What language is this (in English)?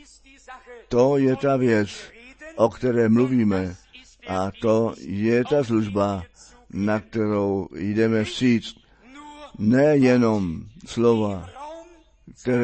Czech